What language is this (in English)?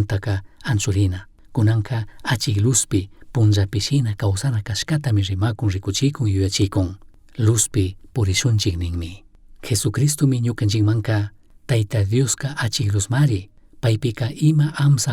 Chimborazo Highland Quichua